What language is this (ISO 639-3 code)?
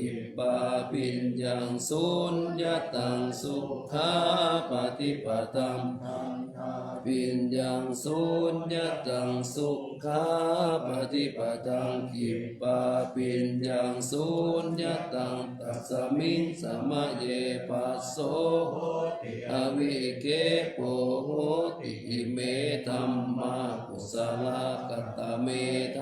pli